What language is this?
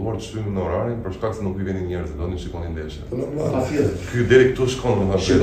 Albanian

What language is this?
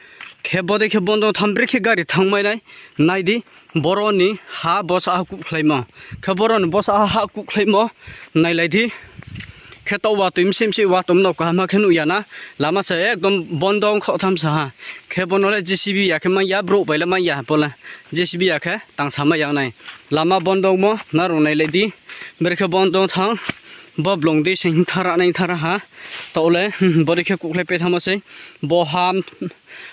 Riang (India)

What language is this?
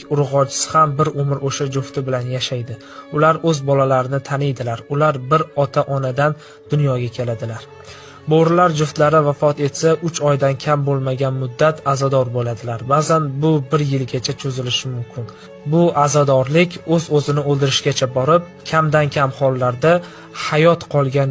Uzbek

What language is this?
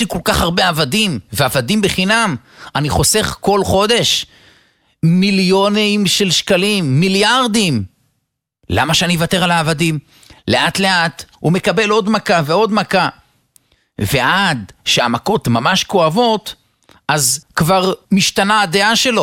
Hebrew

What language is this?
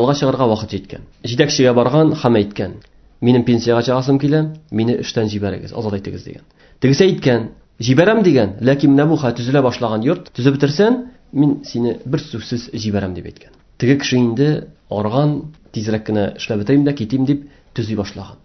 Tatar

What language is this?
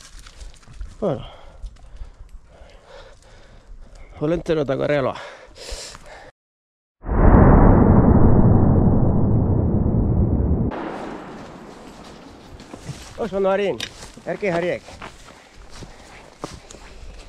Basque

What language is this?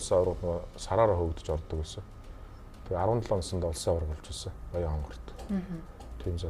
Mongolian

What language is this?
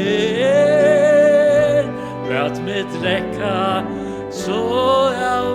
Faroese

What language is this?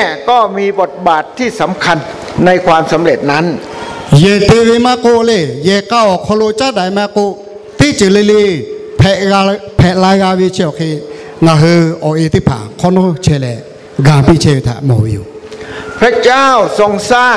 Lahu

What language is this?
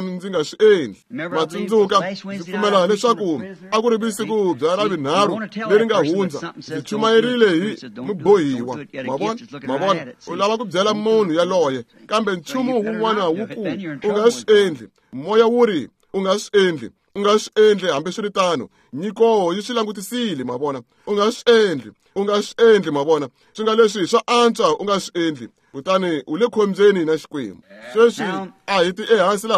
Tsonga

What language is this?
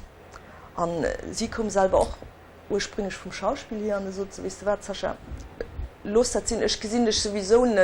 Luxembourgish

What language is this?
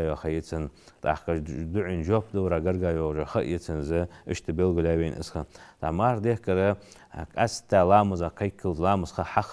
Ingush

